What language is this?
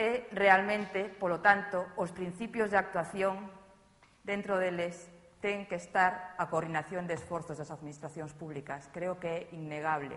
Galician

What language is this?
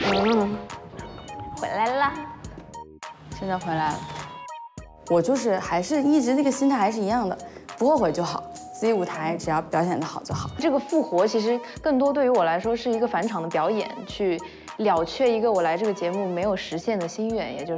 Chinese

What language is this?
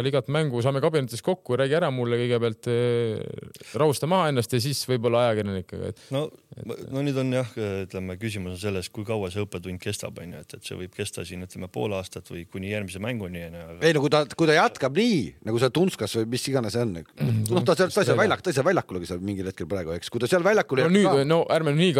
Estonian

